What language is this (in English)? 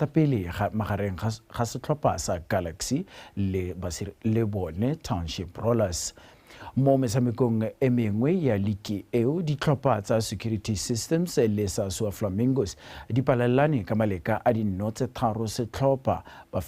Tswana